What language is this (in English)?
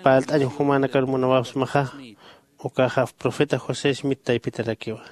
Aymara